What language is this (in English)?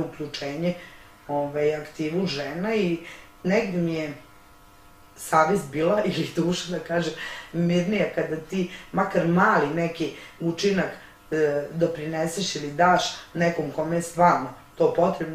Serbian